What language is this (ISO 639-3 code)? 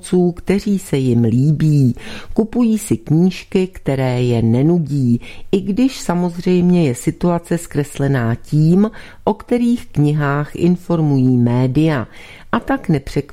ces